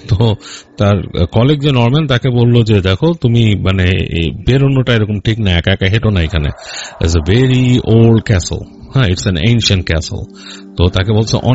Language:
Bangla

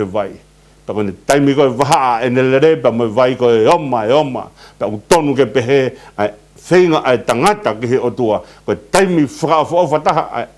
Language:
Tongan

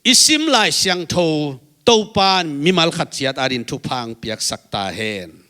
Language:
Tedim Chin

